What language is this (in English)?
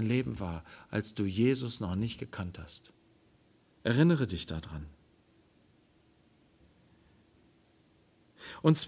German